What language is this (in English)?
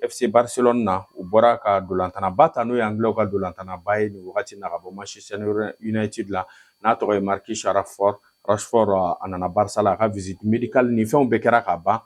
Bambara